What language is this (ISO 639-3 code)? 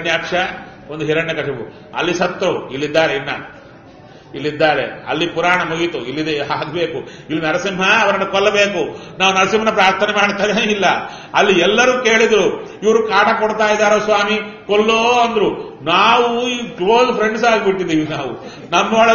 kan